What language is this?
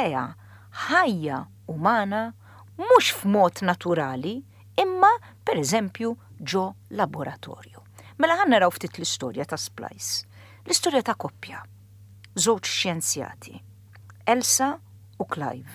Maltese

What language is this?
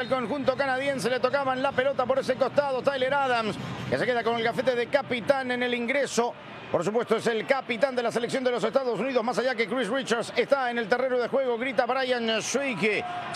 Spanish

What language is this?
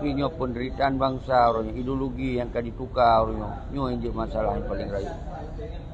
Achinese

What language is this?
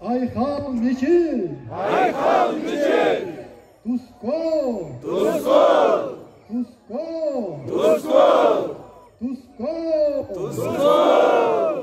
Yakut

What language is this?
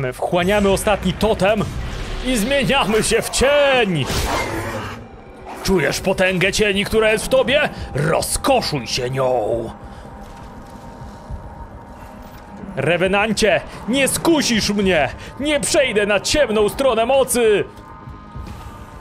Polish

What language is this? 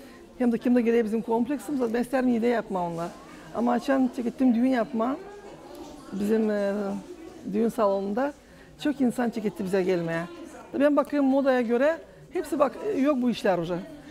Gagauz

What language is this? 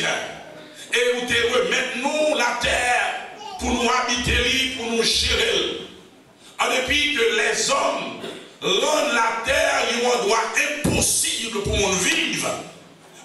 French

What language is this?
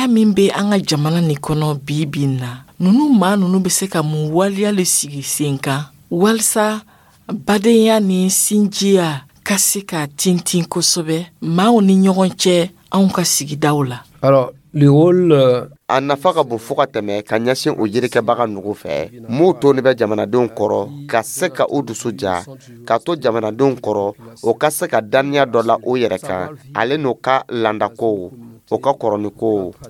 Dyula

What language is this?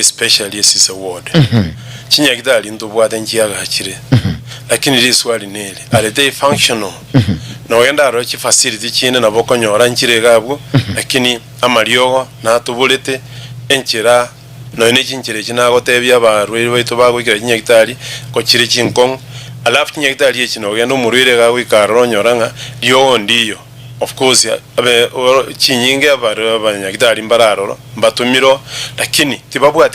Gusii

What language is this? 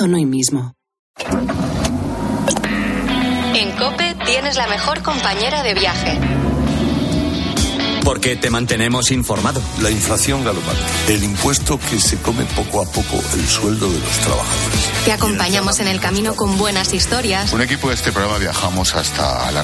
Spanish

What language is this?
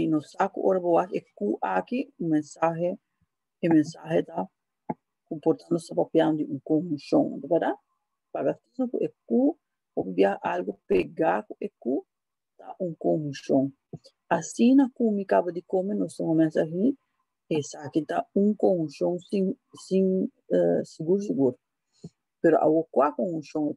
Papiamento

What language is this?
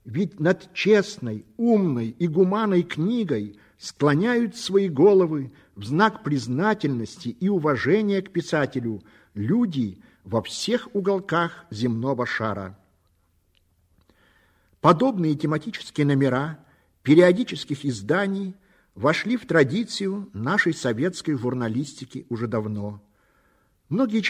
Russian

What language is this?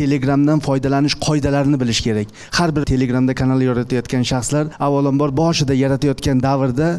Uzbek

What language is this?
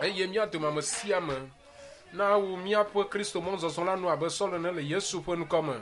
Ewe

